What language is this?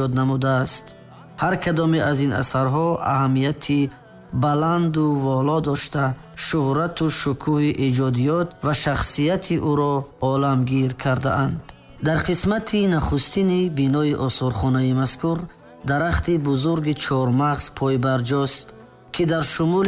Tajik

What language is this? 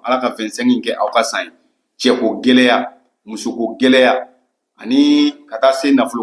Bambara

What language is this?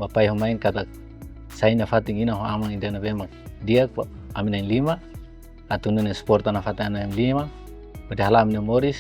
Tetum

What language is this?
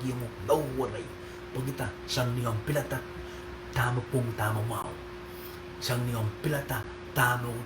Pohnpeian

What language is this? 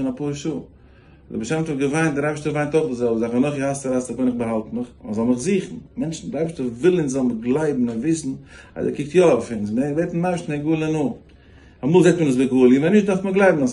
Yiddish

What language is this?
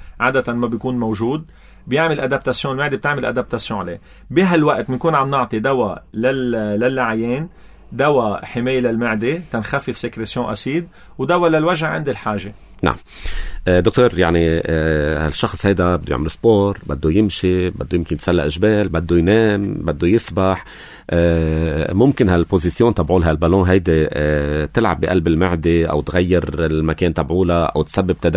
North Levantine Arabic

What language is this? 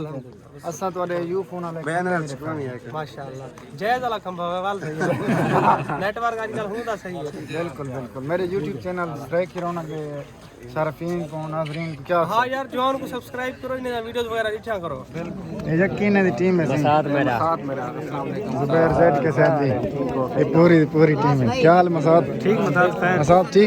Saraiki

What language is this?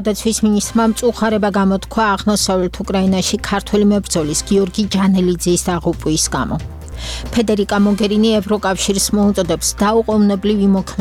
Georgian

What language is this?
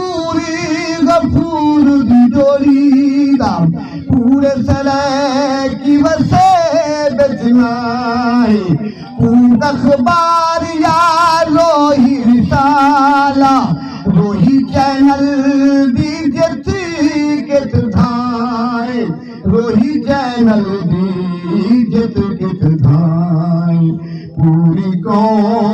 Saraiki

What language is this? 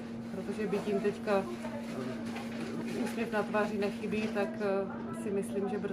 Czech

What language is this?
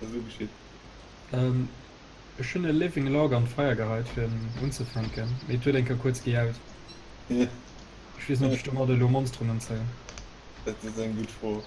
Luxembourgish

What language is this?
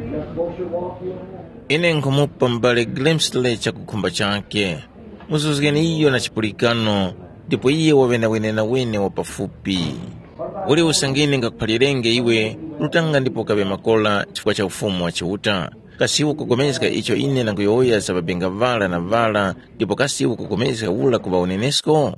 Tumbuka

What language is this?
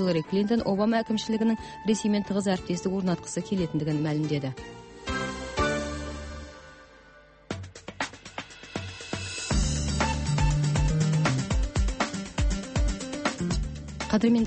Kazakh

